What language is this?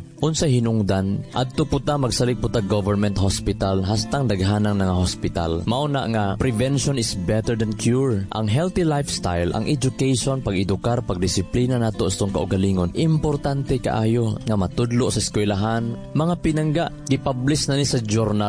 Cebuano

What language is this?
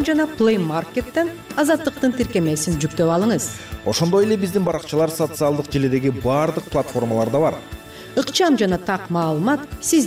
Kyrgyz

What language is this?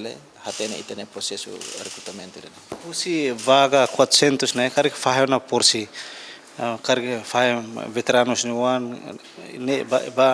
Tetum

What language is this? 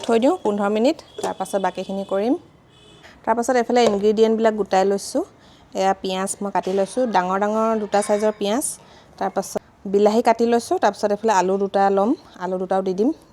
Assamese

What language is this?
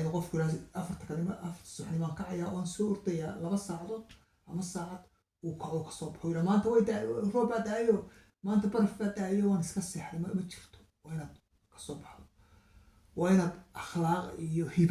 Somali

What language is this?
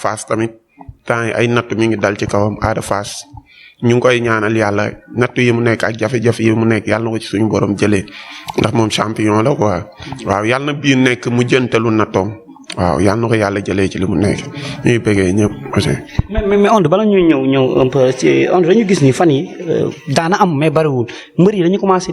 Wolof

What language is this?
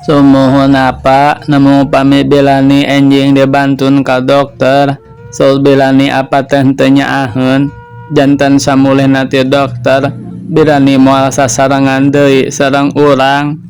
Sundanese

